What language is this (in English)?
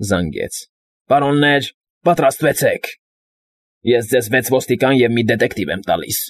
Armenian